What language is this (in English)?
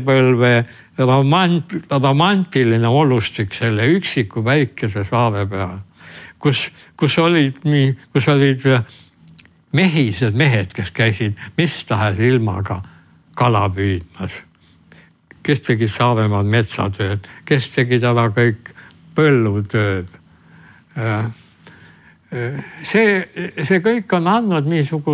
Estonian